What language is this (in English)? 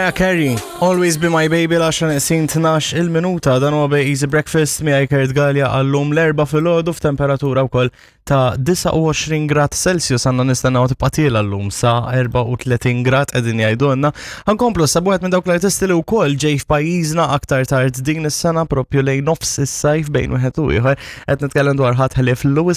Maltese